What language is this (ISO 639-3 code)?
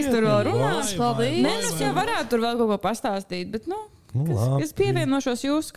lav